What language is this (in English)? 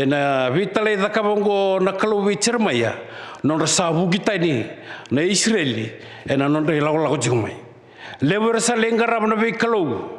Fijian